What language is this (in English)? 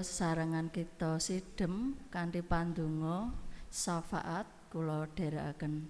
Javanese